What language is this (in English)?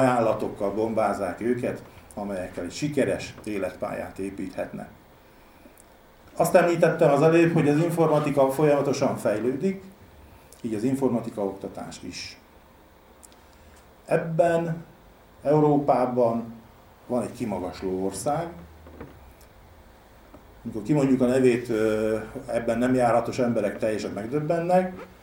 Hungarian